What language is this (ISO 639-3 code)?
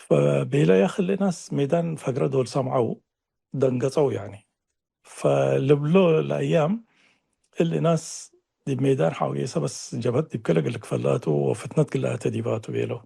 tig